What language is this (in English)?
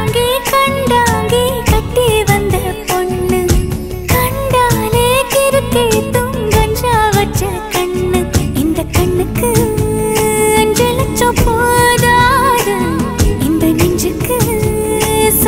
Tamil